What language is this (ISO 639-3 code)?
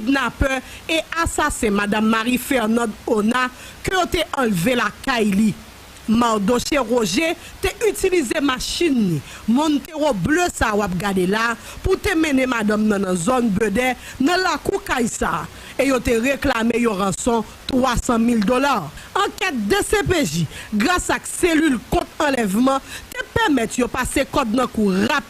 hat